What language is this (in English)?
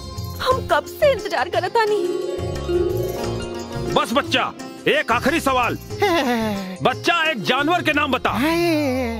Bhojpuri